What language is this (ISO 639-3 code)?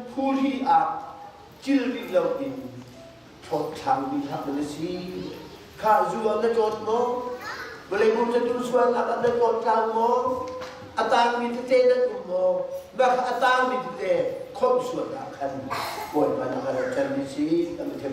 cnh